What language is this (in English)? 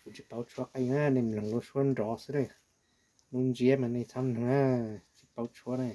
Hmong